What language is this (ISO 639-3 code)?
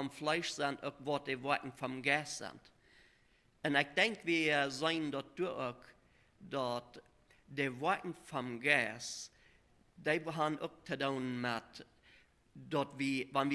pdt